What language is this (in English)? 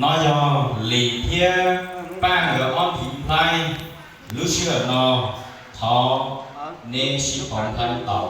Hmong